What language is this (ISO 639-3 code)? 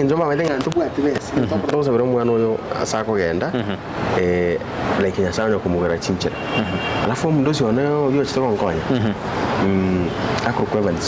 guz